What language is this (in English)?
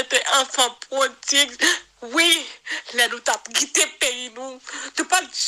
Haitian Creole